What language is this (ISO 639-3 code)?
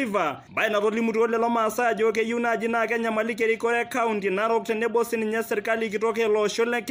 mas